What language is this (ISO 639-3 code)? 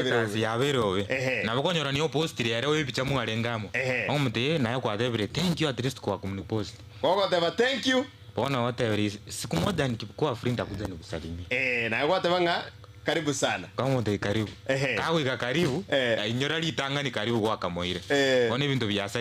guz